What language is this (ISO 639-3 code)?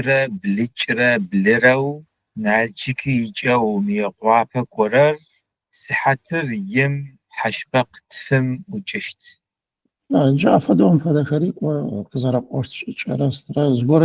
ady